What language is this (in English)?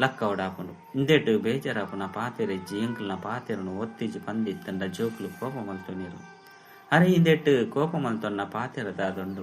Tulu